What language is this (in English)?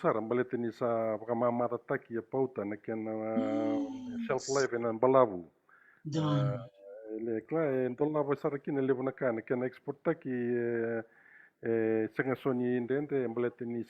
Fijian